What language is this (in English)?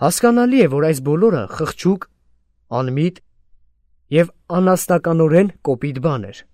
Armenian